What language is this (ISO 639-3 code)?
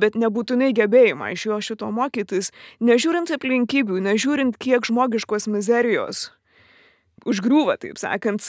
lit